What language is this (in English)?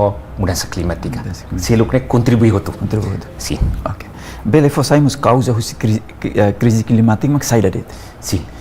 Tetum